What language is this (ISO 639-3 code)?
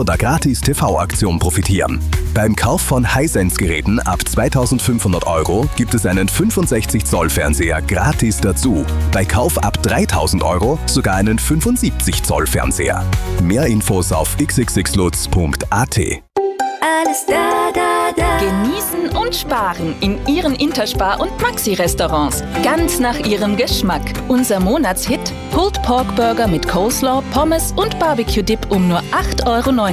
deu